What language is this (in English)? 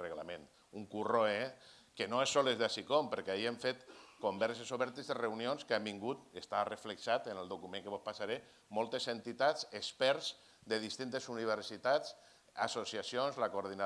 Catalan